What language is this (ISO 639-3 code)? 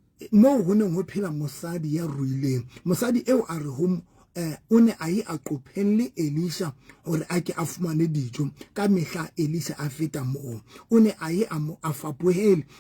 sot